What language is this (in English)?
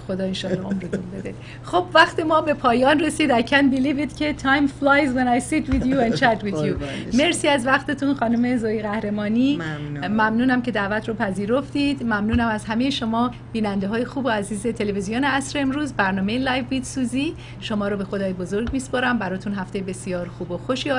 Persian